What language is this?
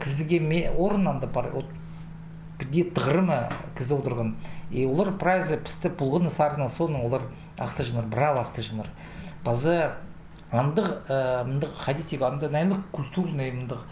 Khakas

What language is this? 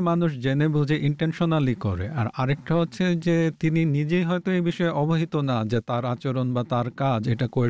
Bangla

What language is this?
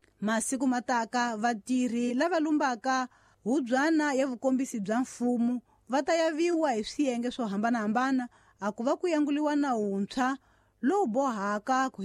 Tsonga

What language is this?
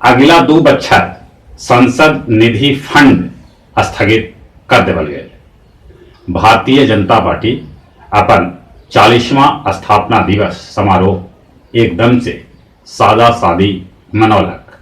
Magahi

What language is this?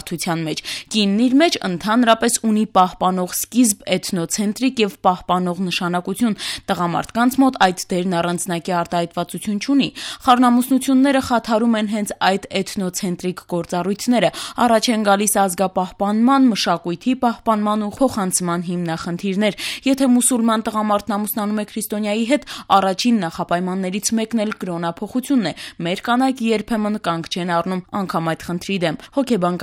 Armenian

